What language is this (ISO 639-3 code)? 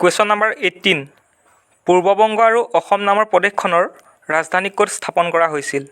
asm